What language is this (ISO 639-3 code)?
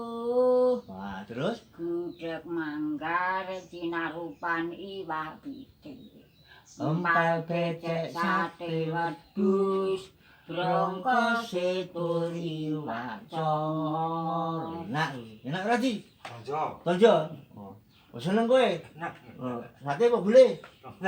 jav